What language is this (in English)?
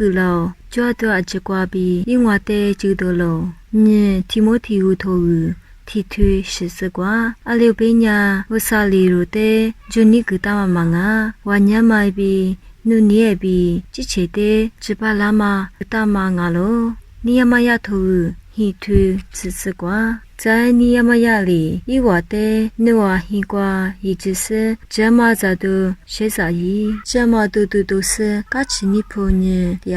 Lisu